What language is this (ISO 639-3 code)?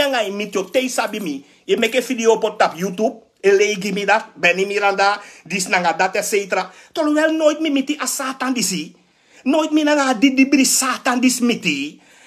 srn